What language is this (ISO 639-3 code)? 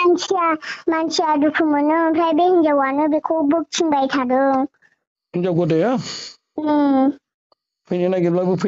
brx